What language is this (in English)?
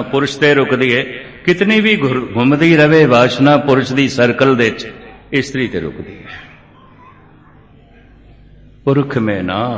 Punjabi